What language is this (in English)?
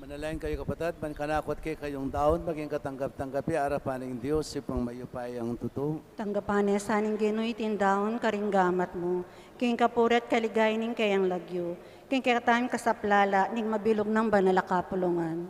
Pampanga